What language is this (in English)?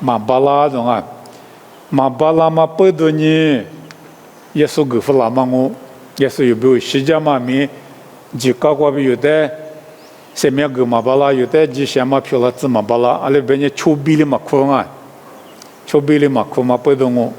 Lisu